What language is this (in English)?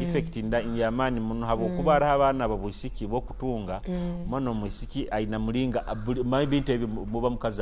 Nyoro